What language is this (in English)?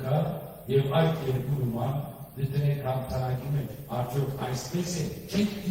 Western Armenian